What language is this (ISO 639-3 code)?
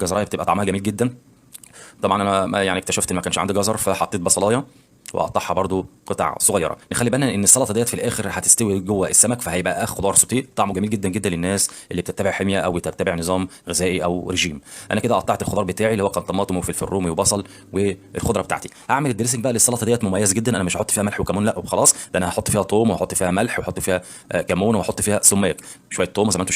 arz